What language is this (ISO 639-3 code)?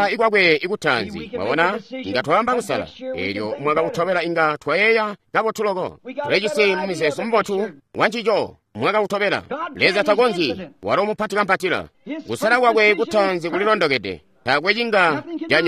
toi